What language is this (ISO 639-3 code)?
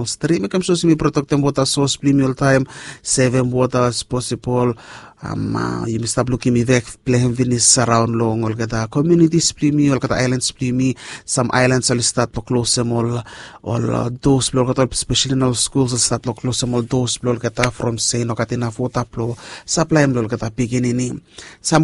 bis